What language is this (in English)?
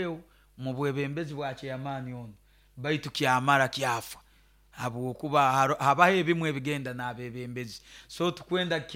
Nyoro